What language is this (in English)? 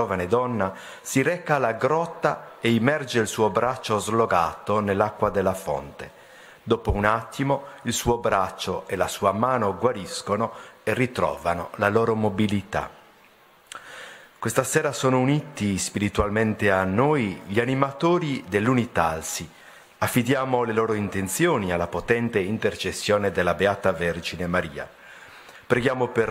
Italian